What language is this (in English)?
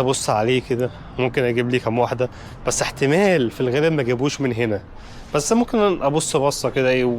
Egyptian Arabic